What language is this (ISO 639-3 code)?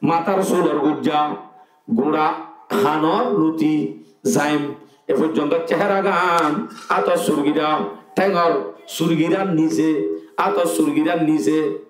rhg